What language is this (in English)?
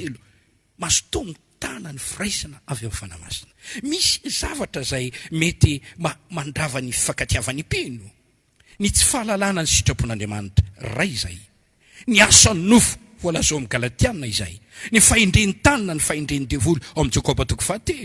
Malagasy